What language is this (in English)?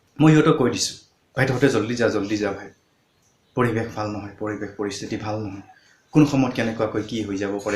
Assamese